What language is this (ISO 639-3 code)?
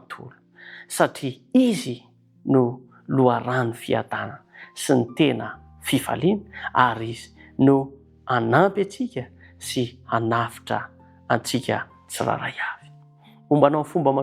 mlg